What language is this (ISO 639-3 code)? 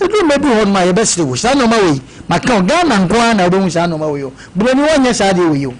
aka